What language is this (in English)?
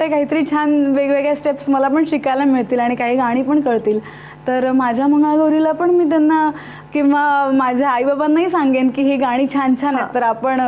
Marathi